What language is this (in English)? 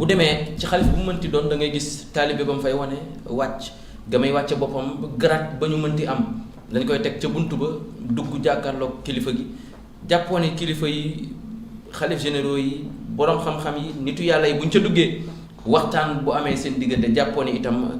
Wolof